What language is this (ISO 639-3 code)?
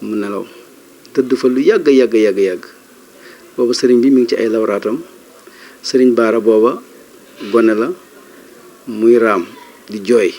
wol